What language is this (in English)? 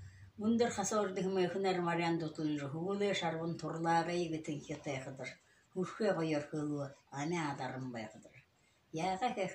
Buriat